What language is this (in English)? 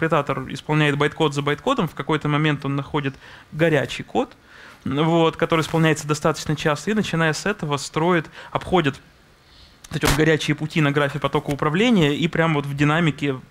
Russian